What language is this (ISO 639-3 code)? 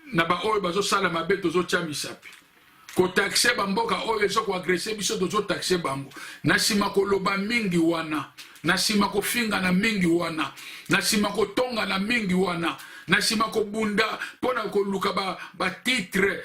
lin